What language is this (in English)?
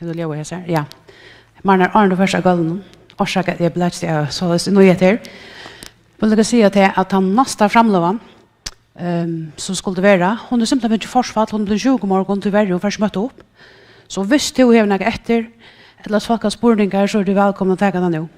Faroese